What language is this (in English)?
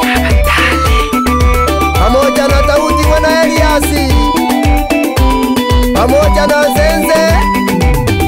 Swahili